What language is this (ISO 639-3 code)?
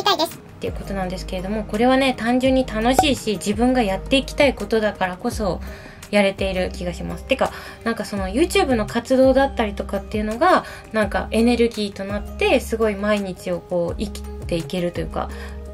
jpn